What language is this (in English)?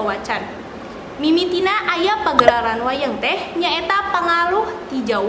Sundanese